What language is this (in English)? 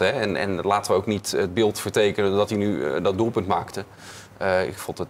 Dutch